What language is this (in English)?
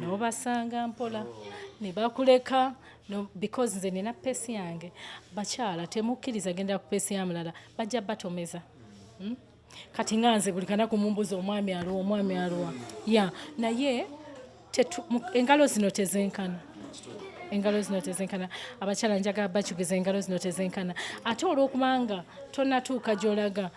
Ganda